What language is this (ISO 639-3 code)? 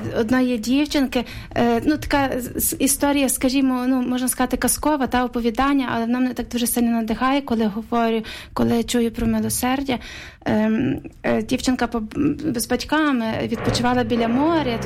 ukr